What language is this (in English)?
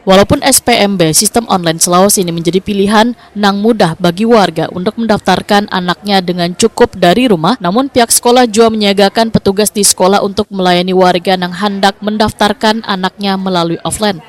Banjar